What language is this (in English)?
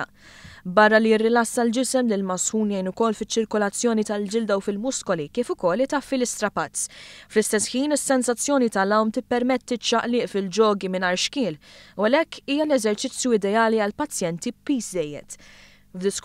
Maltese